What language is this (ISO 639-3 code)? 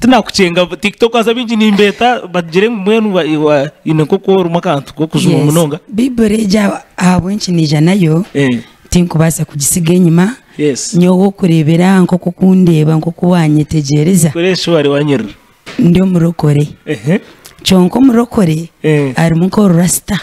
nyn